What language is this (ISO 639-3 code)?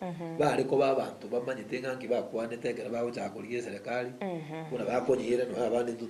guz